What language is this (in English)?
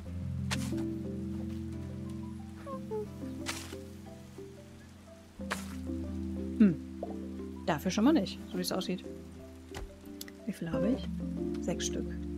German